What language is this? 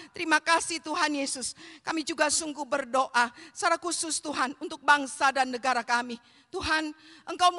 Indonesian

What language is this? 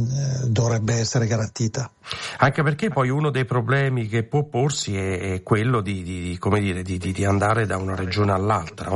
Italian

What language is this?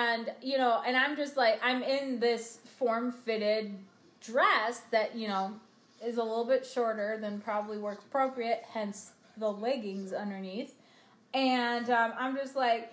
English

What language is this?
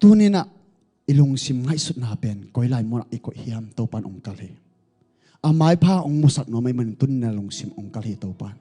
Tedim Chin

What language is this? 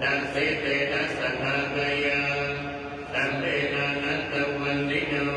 Pali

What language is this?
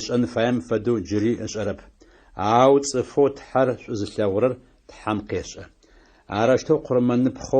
Adyghe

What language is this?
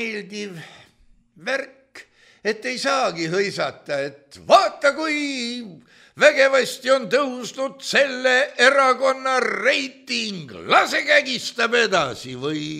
Estonian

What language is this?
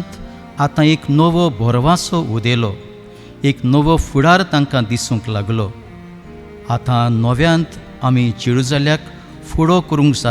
Konkani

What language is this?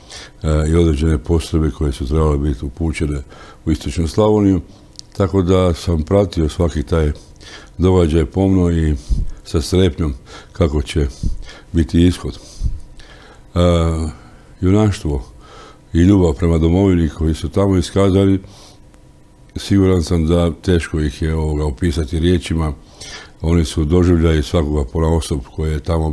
Croatian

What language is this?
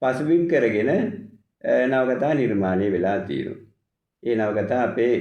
Sinhala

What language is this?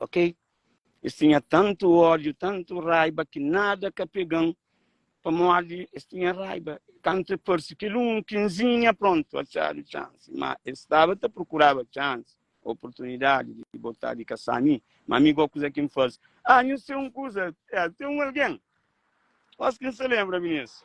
Kabuverdianu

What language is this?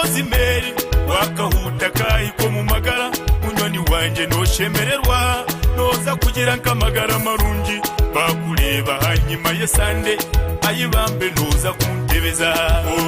Nyankole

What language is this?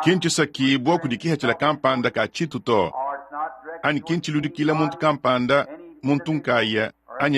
Luba-Lulua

